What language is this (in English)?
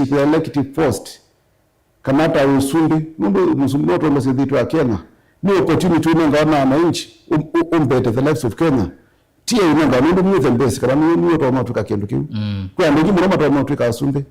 Kamba